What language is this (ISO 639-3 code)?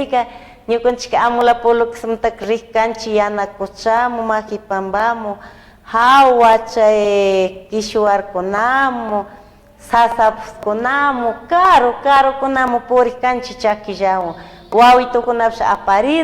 qug